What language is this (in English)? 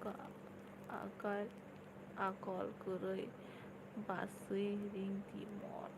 Kok Borok